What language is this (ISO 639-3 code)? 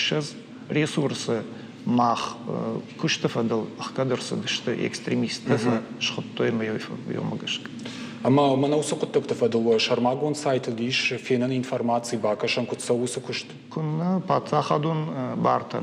oss